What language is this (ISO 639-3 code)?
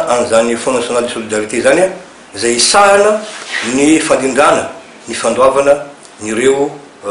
mlg